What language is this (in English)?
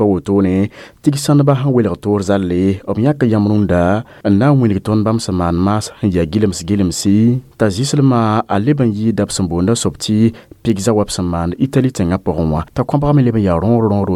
Mossi